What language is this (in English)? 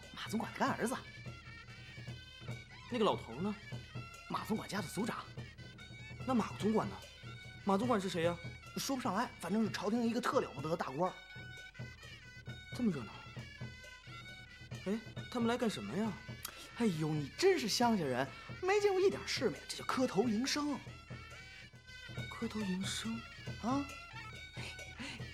Chinese